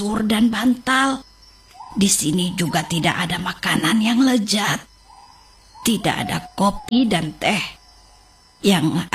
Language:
Indonesian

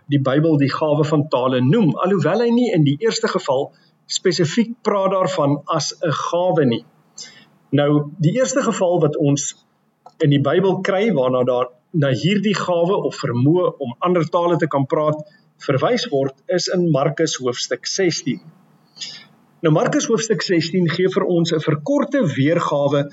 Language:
Afrikaans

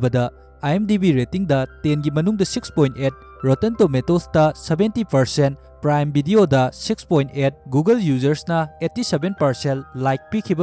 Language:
Manipuri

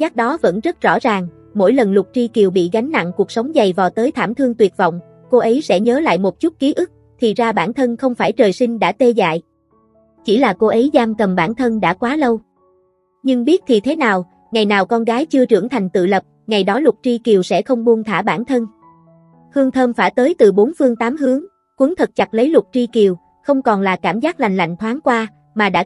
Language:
Vietnamese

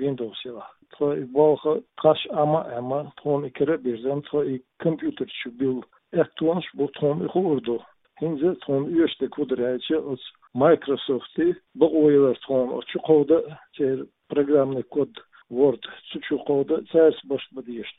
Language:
Chechen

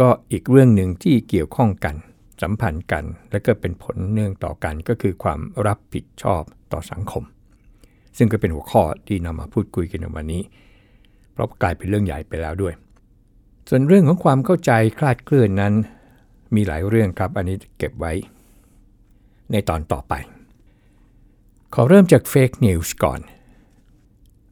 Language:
Thai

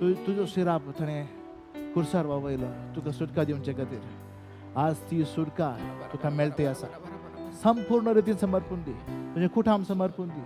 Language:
Konkani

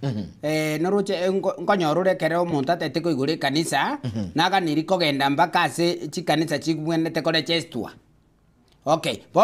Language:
Gusii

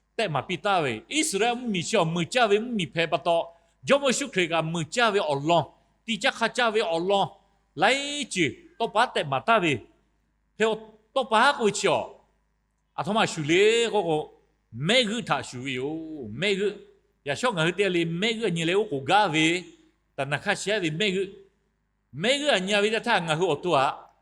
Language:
Lahu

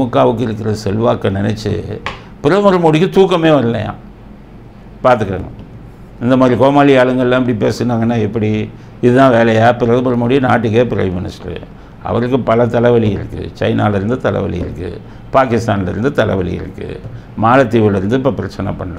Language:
Tamil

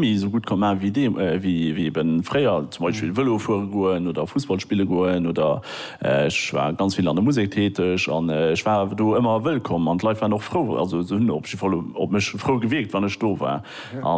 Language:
Luxembourgish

